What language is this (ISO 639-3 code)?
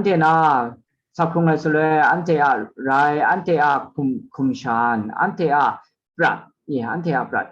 kac